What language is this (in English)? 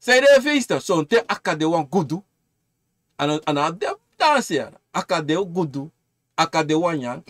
Sranan Tongo